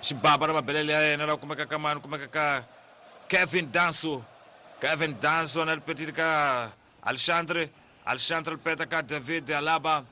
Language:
Tsonga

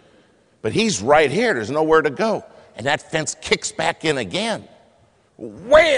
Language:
English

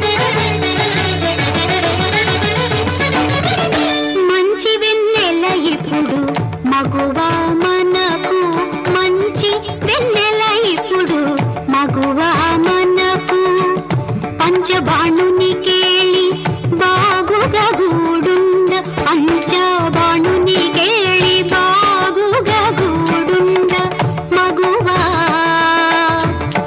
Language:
Telugu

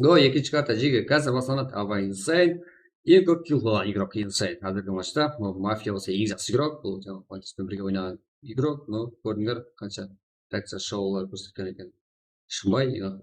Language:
Kara-Kalpak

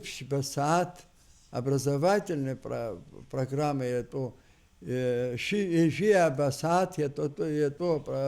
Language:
Abkhazian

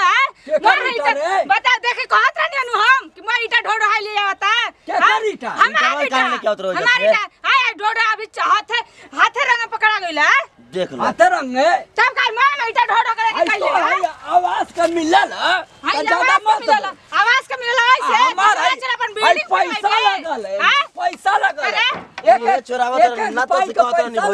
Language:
Bhojpuri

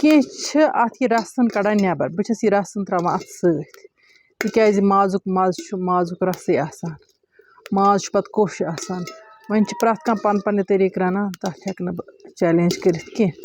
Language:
Kashmiri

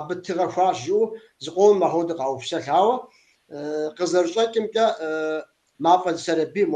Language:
Kabardian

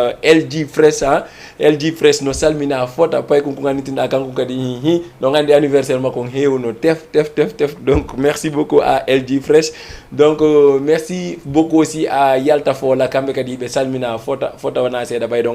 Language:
Fula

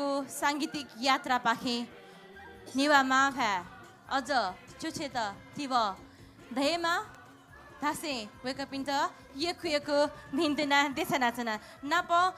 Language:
Newari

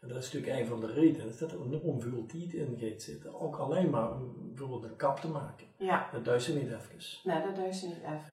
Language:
Limburgish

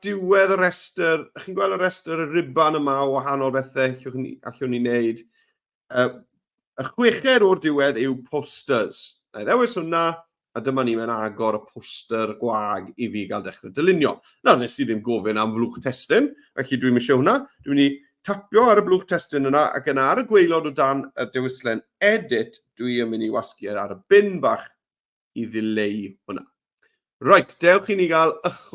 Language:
Welsh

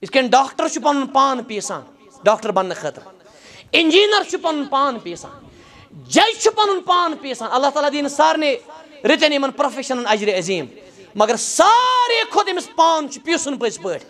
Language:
Kashmiri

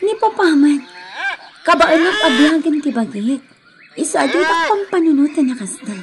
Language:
Iloko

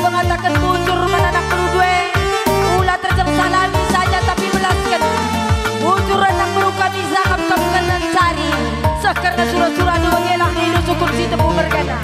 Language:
Batak Karo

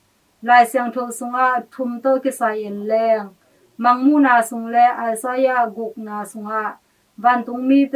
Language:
Tedim Chin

